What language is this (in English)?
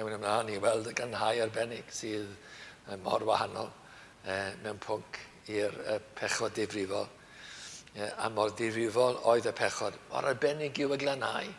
Welsh